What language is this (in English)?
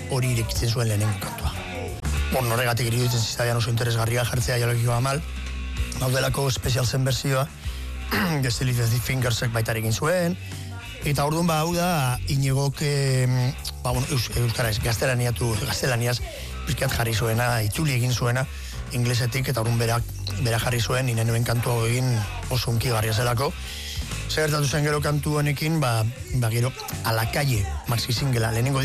Basque